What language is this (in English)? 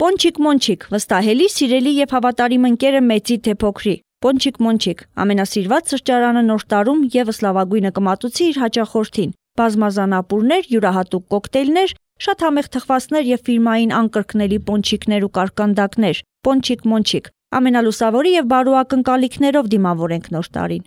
Armenian